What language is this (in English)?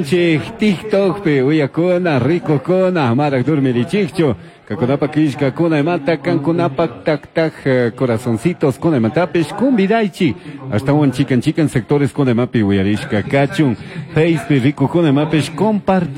Chimborazo Highland Quichua